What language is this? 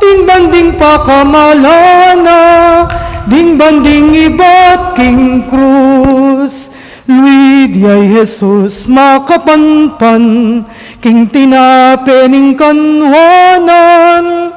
Pampanga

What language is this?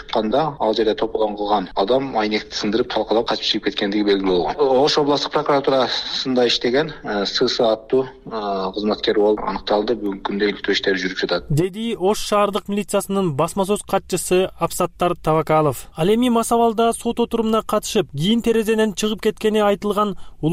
Kyrgyz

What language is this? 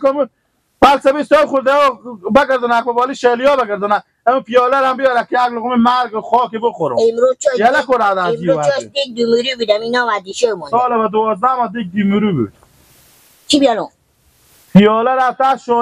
Persian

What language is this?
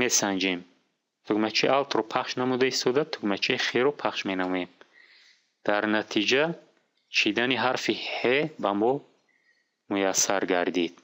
Tajik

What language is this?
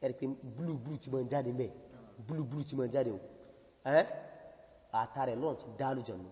Yoruba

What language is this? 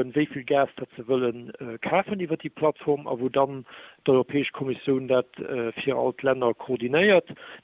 Luxembourgish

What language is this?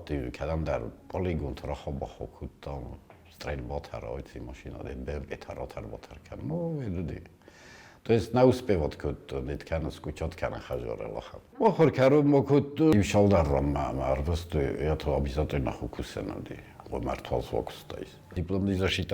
Ossetic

